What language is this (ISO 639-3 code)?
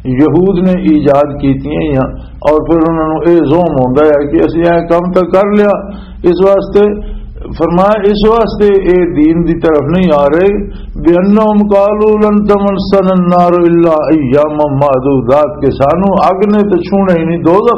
lah